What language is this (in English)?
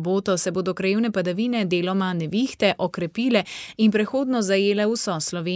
Slovenian